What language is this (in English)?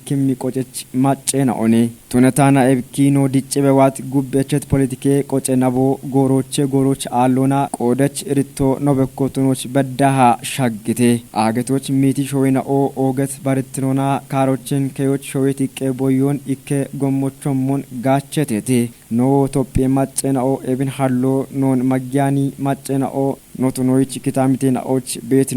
Kafa